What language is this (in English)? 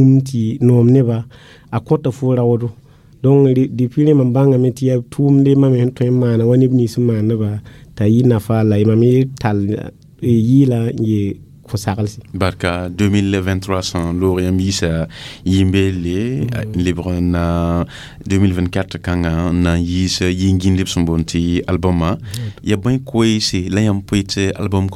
Mossi